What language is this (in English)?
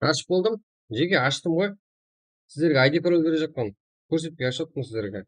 Kara-Kalpak